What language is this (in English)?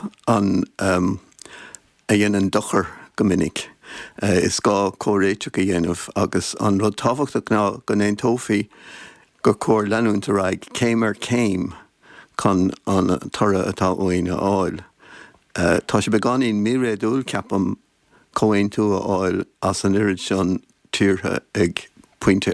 Irish